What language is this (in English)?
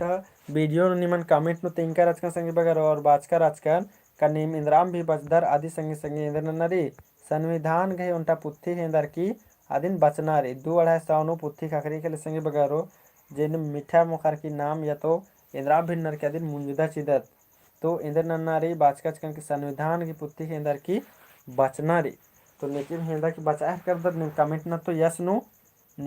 Kurukh